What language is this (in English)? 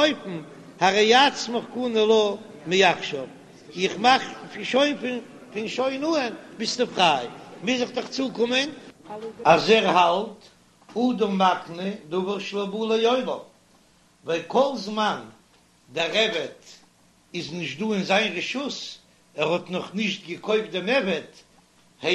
Yiddish